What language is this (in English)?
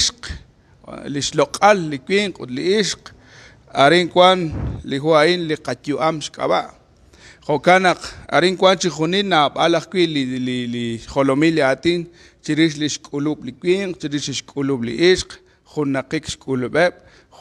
Kekchí